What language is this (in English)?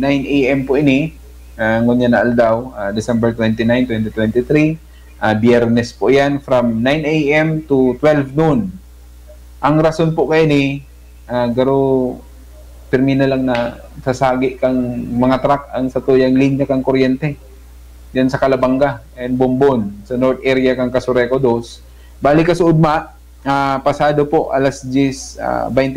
Bikol